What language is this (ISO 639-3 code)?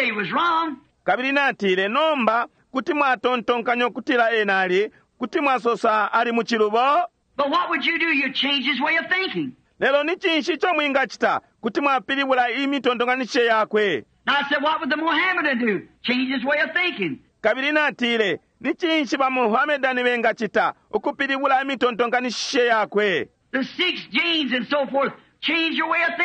bem